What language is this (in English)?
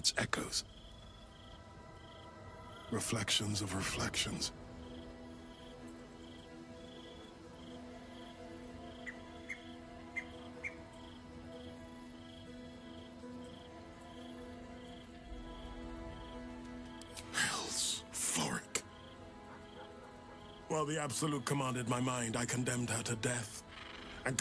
English